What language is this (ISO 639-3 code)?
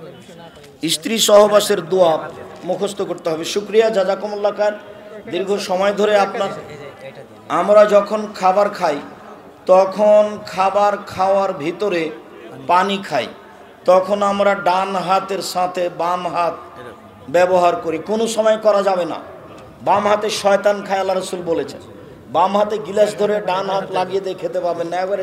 ben